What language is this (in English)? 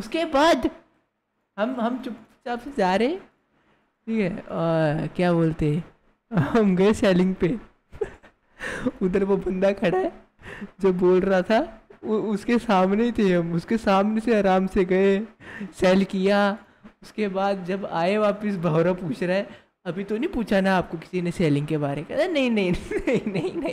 Hindi